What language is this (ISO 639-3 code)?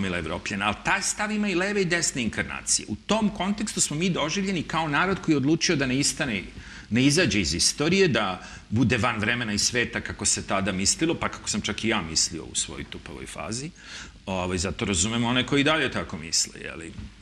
srp